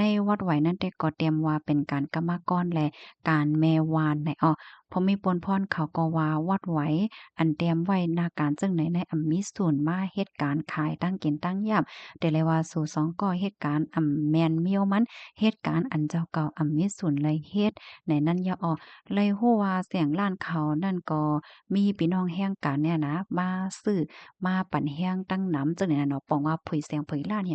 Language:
Shan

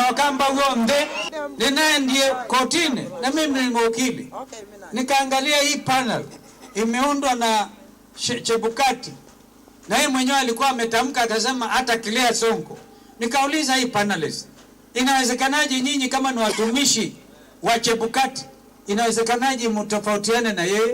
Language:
Kamba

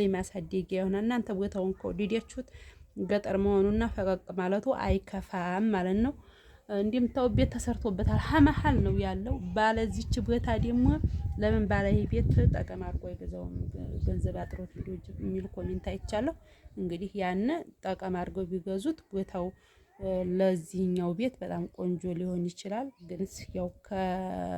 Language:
Amharic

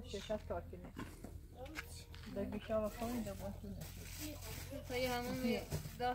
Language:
Persian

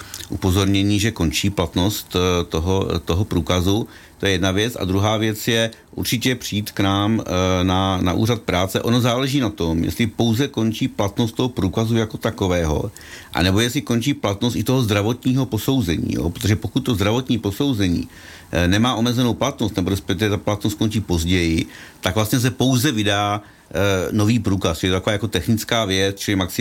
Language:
Czech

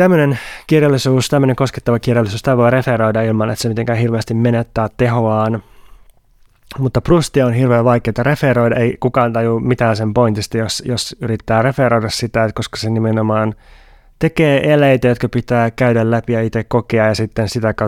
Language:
Finnish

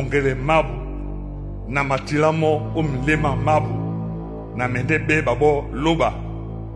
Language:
Duala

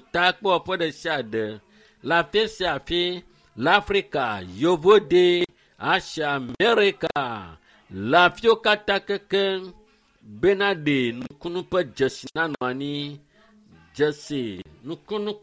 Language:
Ewe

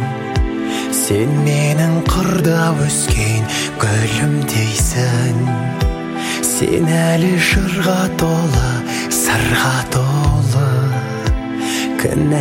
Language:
Kazakh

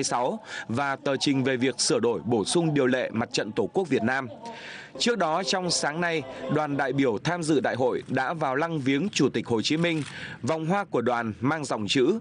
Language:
Vietnamese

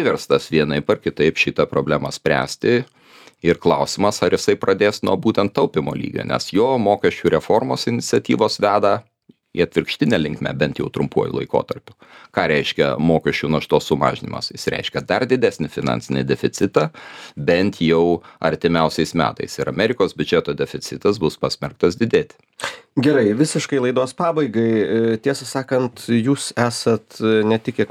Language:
Lithuanian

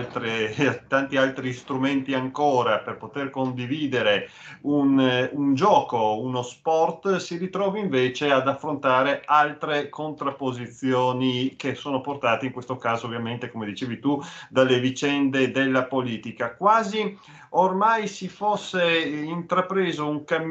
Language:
Italian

